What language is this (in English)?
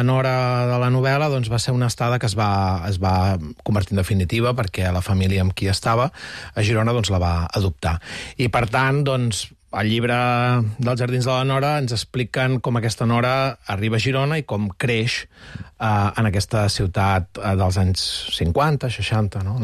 Catalan